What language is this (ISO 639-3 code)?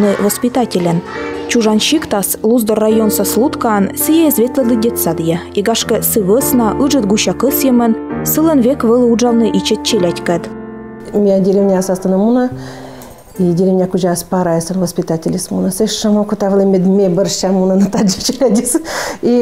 kom